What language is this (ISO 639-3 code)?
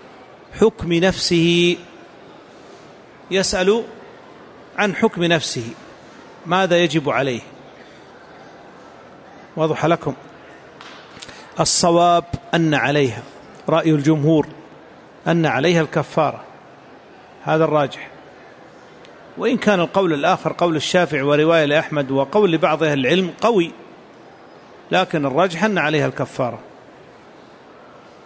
ara